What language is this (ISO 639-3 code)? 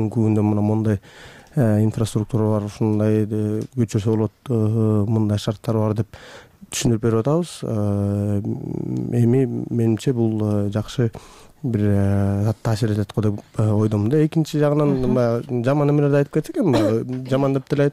kir